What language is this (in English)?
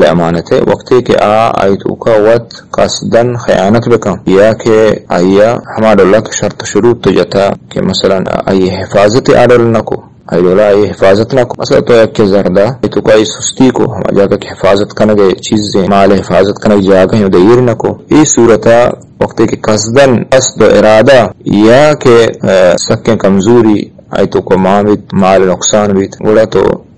Eastern Balochi